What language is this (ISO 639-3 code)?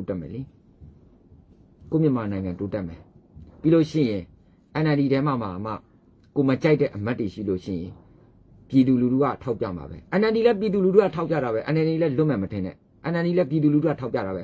mya